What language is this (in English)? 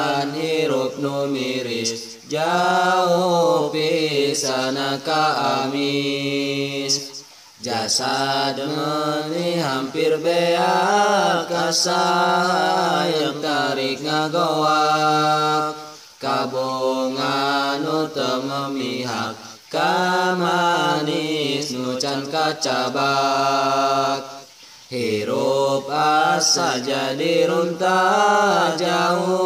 Sundanese